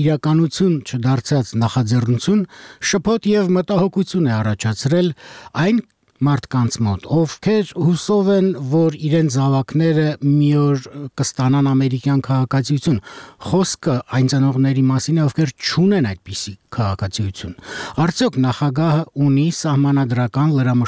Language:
Armenian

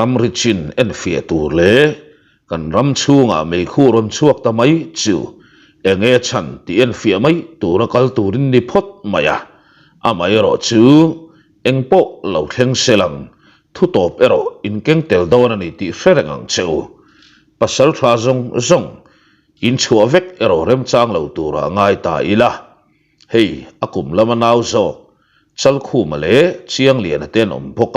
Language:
Mizo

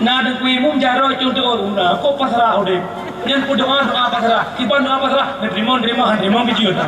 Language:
Achinese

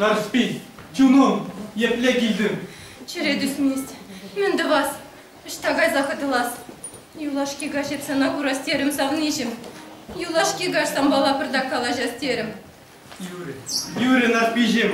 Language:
Chuvash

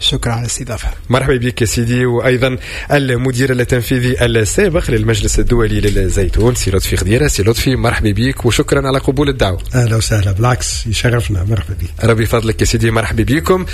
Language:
Tunisian Arabic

